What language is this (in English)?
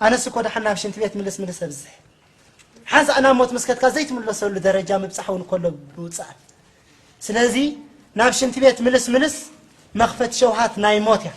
Tigrinya